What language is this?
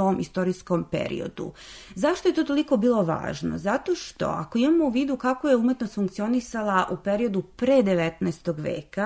Serbian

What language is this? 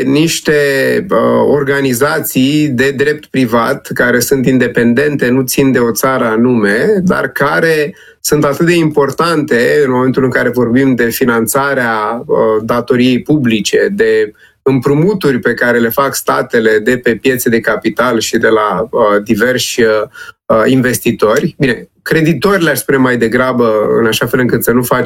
Romanian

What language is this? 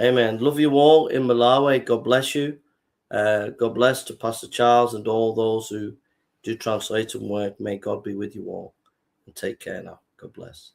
English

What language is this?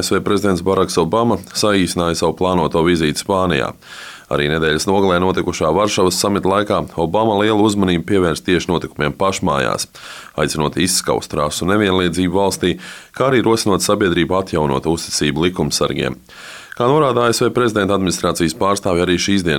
Latvian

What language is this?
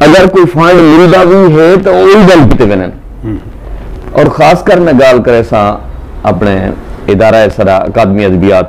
Saraiki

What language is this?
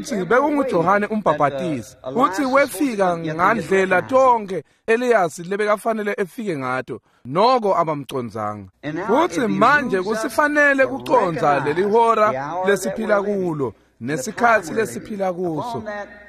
Swati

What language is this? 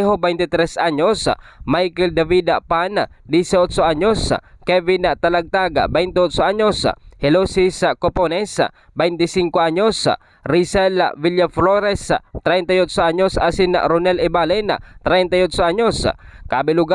Bikol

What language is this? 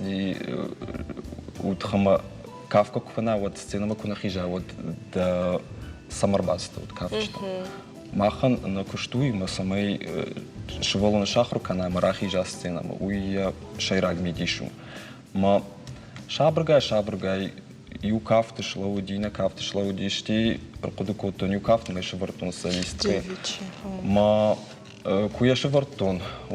Ossetic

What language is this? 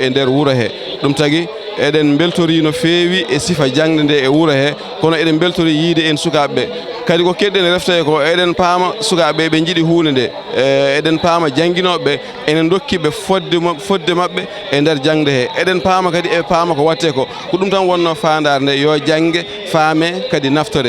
Fula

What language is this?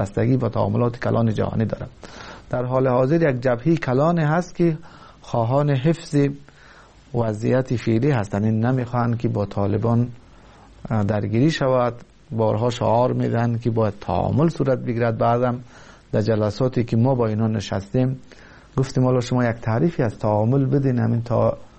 Tajik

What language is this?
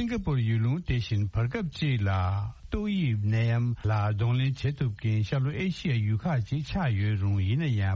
Tibetan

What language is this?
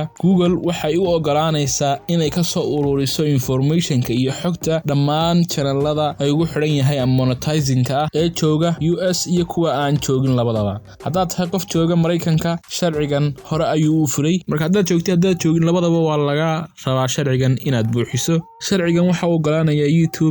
Somali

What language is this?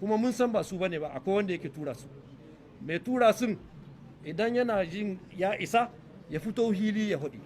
Hausa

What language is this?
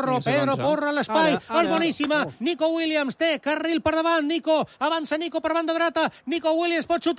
Catalan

